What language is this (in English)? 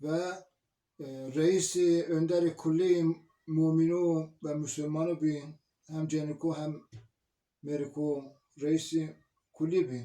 Zaza